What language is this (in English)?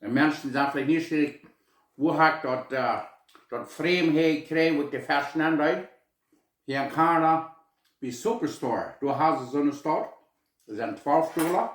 Plautdietsch